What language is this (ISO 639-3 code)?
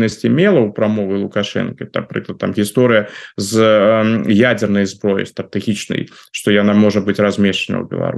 bel